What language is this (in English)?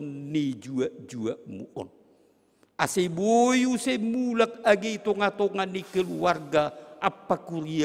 Batak Simalungun